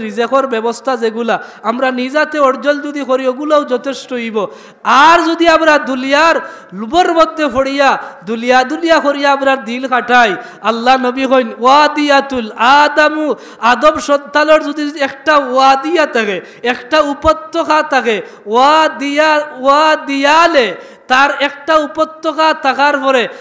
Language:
Sylheti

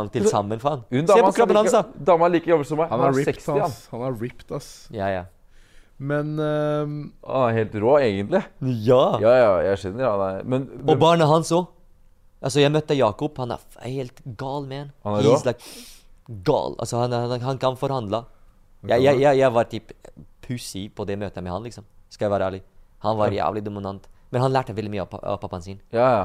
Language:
Norwegian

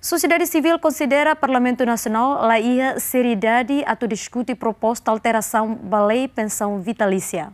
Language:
Tetum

